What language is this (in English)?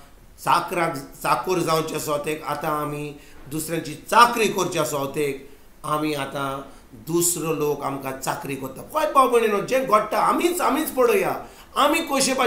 Konkani